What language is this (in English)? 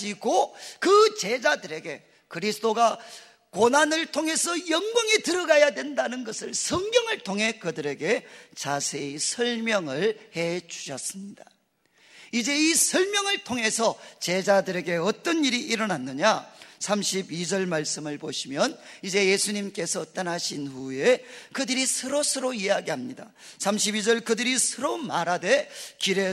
Korean